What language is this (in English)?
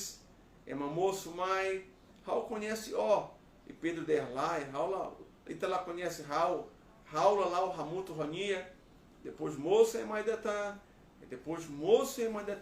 Tetum